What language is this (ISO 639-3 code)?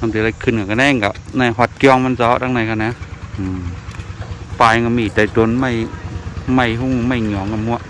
shn